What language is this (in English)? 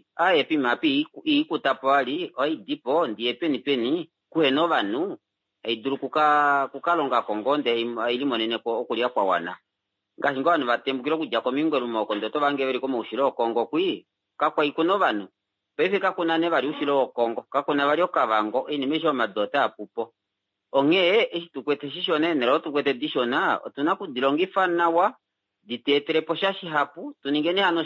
Kuanyama